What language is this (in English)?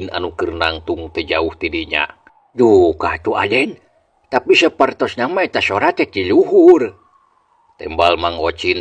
Sundanese